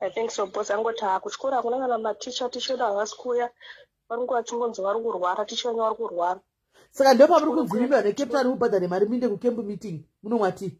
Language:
Shona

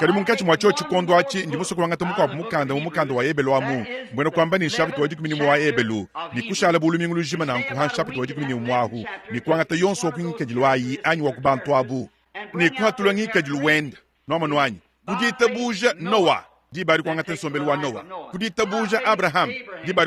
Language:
Luba-Lulua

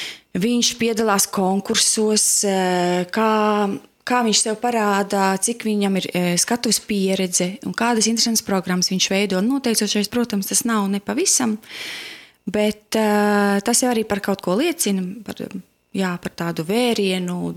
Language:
Latvian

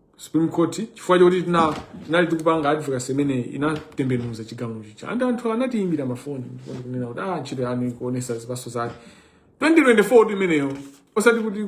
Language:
Nyanja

